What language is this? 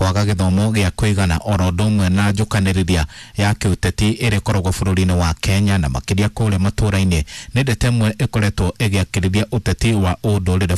Kikuyu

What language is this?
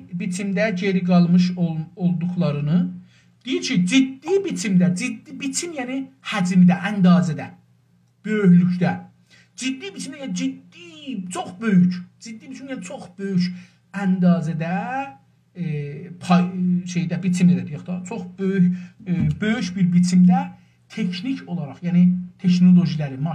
South Azerbaijani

